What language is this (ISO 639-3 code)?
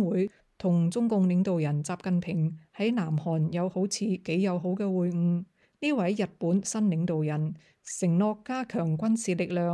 yue